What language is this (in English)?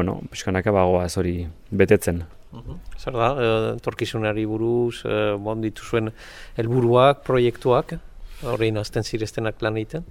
Basque